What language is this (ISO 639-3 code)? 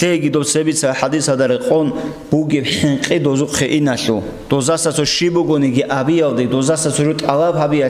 ava